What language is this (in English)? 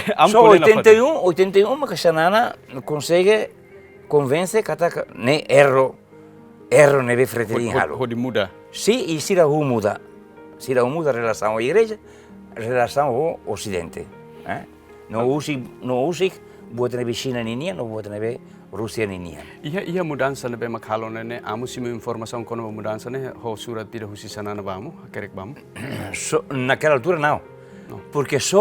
Tetum